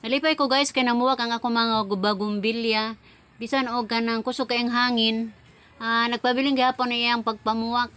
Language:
Cebuano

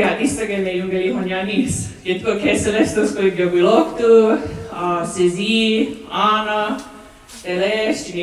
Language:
Mohawk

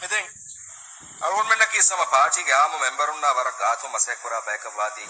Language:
Divehi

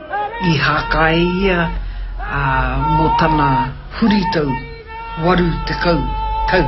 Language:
Māori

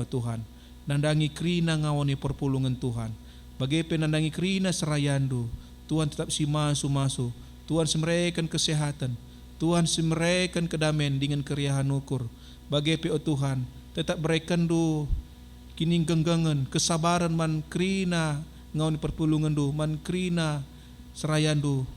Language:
Batak Karo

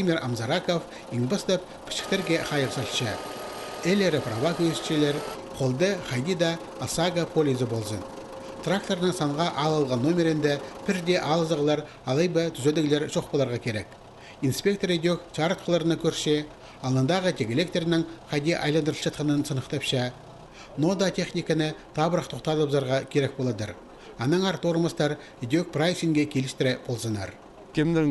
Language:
Khakas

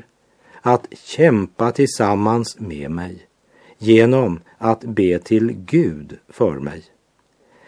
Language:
Swedish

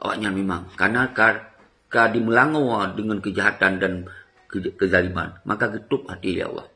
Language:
Achinese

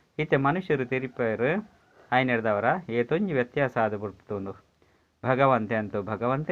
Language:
Tulu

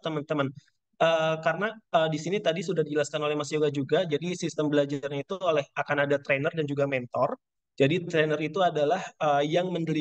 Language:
Indonesian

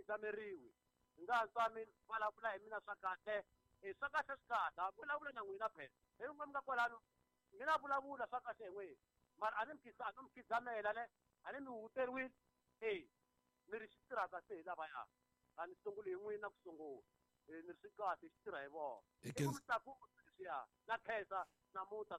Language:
Tsonga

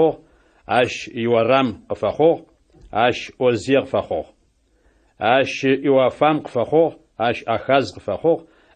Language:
Adyghe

